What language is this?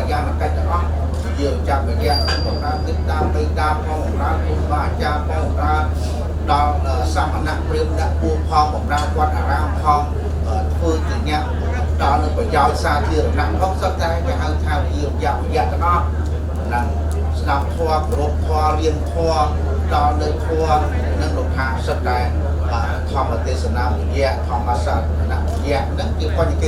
Khmer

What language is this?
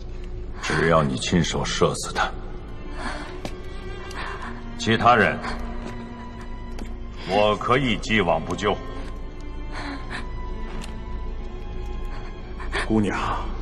Chinese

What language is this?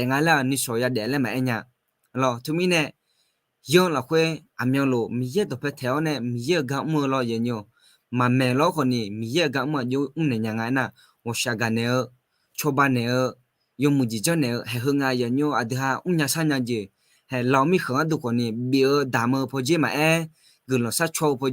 Akha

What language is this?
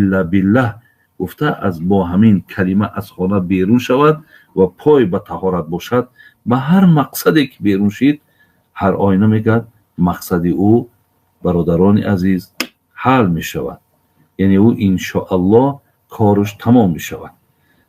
Tajik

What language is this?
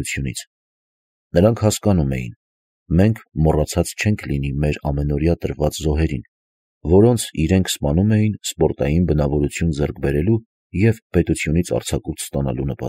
Armenian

